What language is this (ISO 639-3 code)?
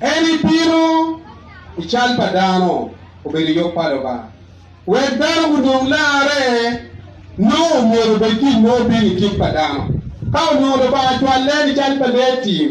ach